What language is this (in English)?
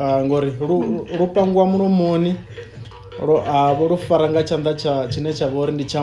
Venda